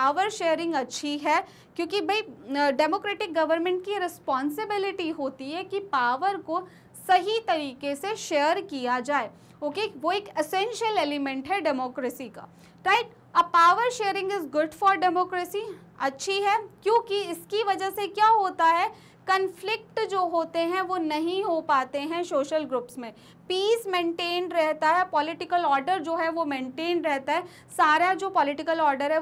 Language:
Hindi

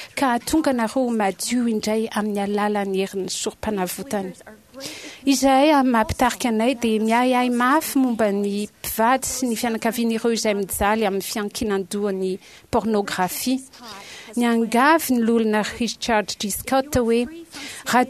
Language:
Malagasy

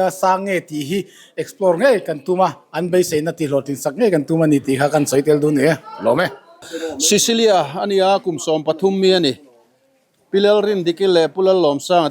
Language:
Mizo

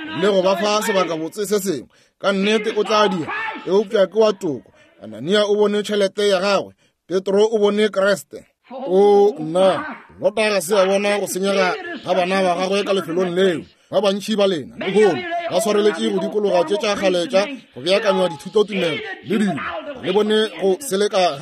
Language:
Northern Sotho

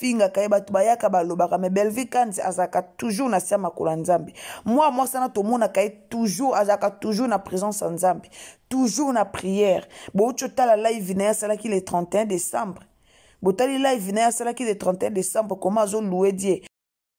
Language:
Lingala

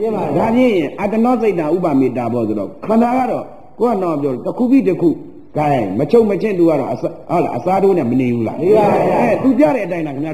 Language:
Burmese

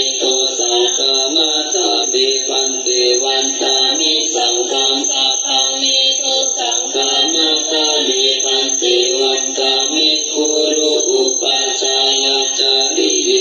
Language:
Pali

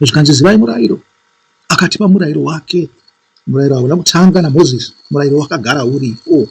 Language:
Shona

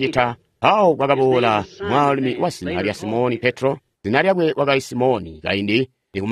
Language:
Tonga (Zambia)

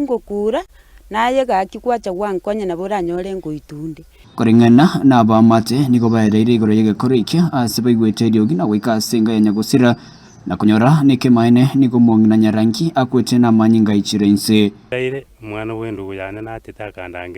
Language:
Gusii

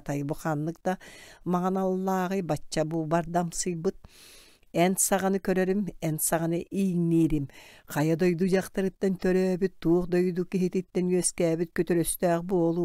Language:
Yakut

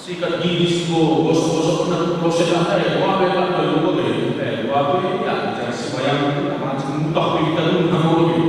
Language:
Batak Karo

